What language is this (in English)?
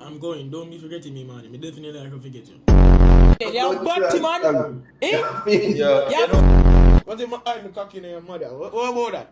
Jamaican Creole English